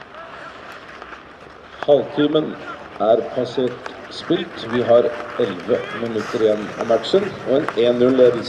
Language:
Norwegian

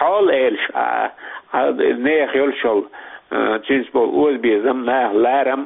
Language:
Chechen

